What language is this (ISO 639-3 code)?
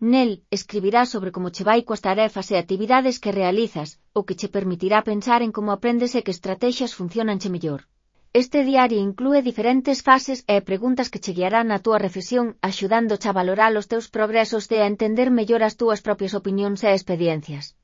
glg